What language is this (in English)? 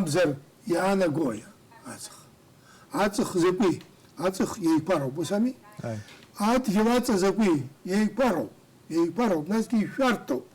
Abkhazian